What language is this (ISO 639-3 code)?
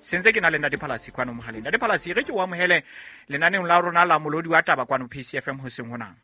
sot